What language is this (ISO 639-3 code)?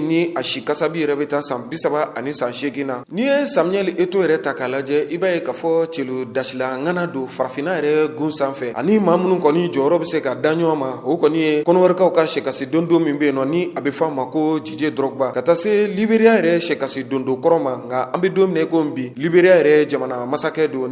bam